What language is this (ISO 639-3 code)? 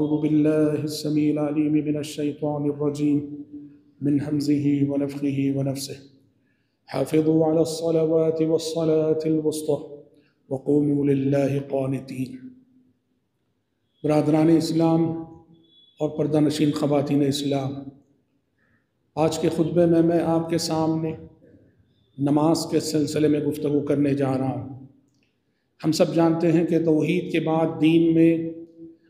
urd